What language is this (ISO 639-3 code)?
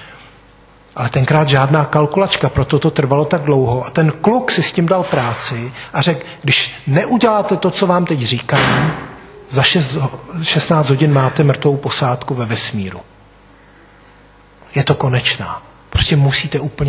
ces